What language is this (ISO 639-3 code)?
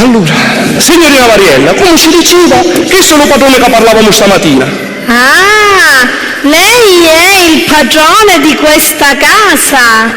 scn